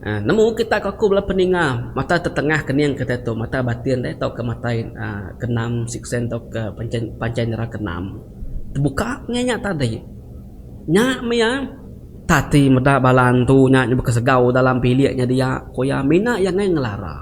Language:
Iban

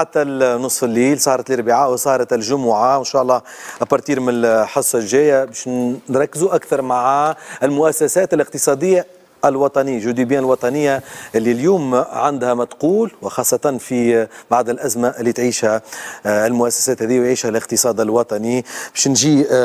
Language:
Tunisian Arabic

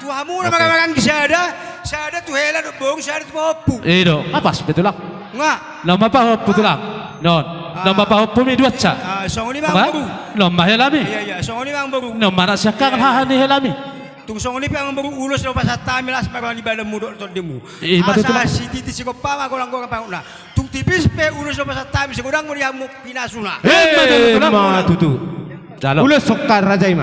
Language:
Batak Toba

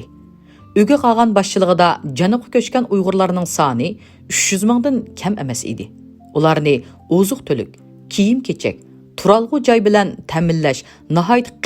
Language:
Uyghur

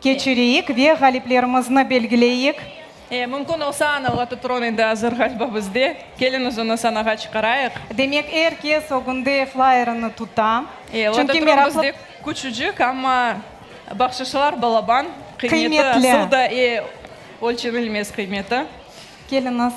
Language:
Crimean Tatar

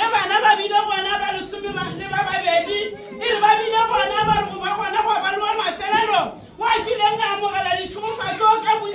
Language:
Northern Sotho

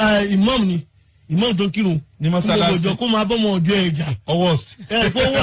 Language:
Yoruba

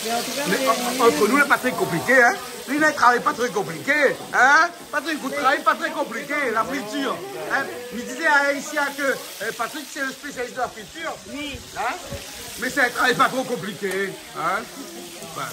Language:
Réunion Creole French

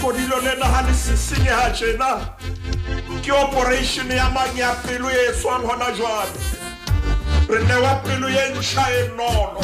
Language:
Southern Sotho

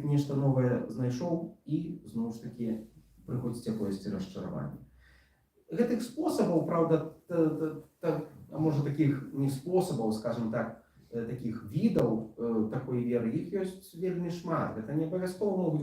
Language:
Belarusian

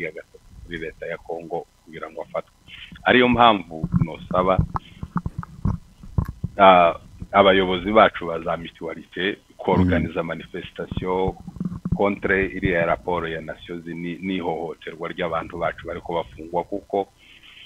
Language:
Kinyarwanda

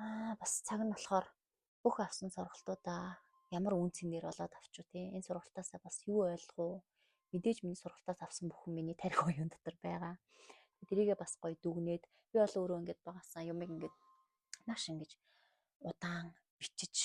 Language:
Mongolian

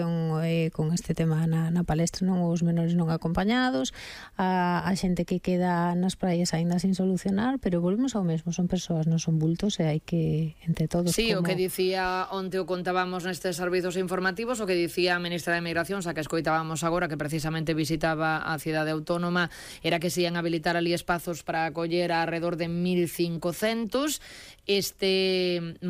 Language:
Galician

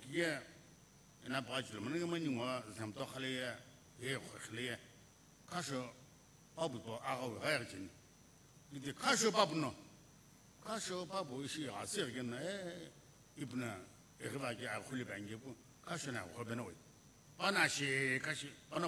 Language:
Sumi Naga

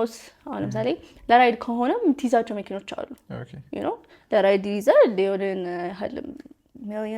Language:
Amharic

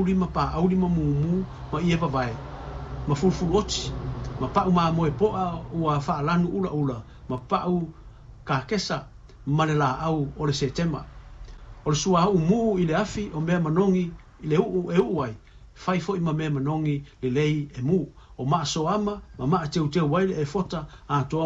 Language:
Samoan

